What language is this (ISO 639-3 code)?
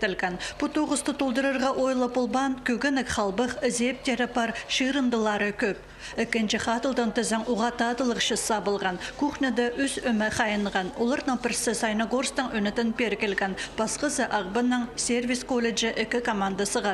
kjh